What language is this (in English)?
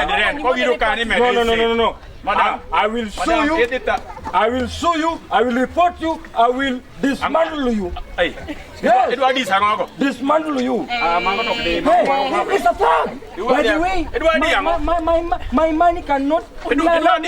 Luo (Kenya and Tanzania)